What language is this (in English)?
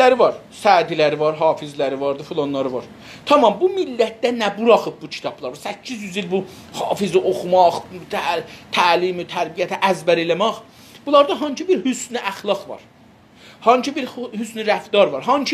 South Azerbaijani